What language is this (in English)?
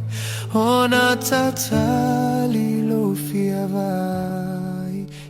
Samoan